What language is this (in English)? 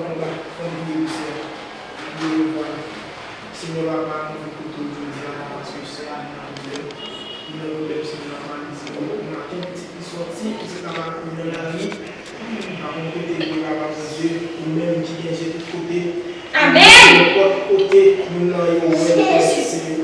Haitian Creole